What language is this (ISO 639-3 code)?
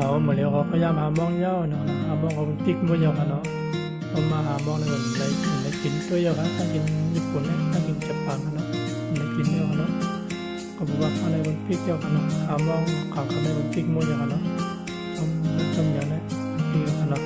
shn